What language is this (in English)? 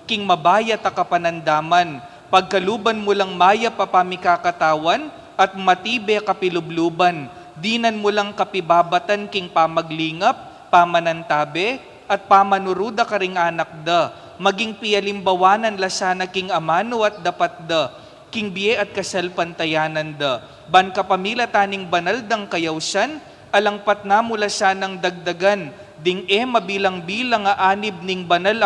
Pampanga